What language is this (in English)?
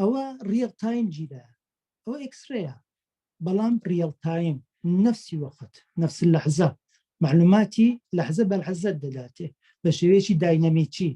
Central Kurdish